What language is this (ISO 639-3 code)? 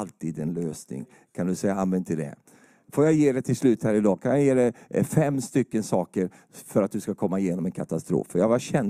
swe